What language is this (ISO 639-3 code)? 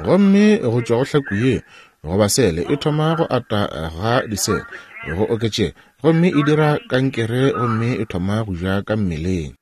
nso